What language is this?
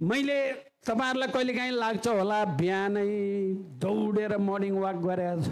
Nepali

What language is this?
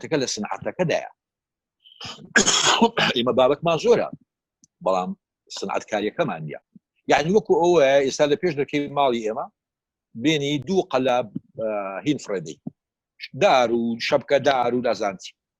Central Kurdish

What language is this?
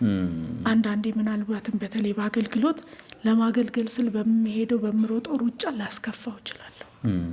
Amharic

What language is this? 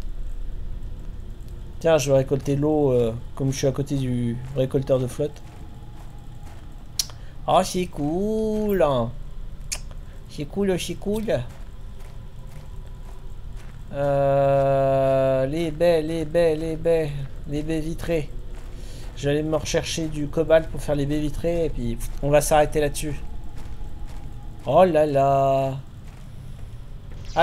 French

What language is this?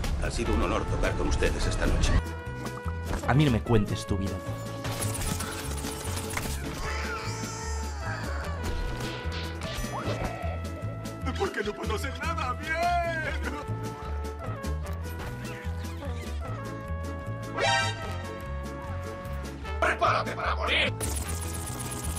Spanish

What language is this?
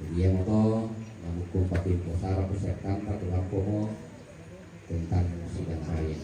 Toraja-Sa'dan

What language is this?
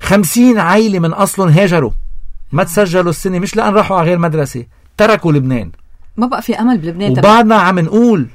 North Levantine Arabic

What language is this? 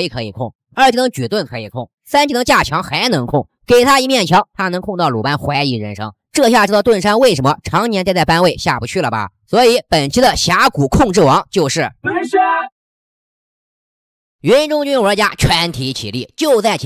Chinese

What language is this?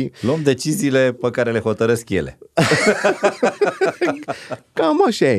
Romanian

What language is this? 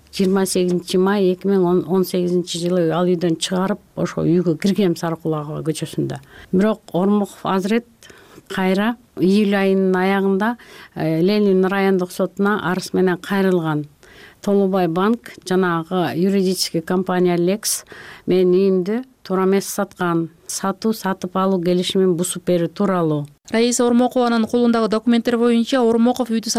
Kyrgyz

